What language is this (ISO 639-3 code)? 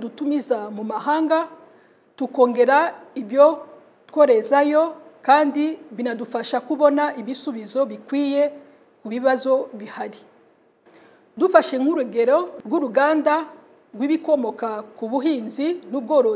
kin